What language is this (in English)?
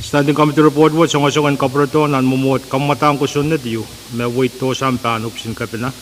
Pohnpeian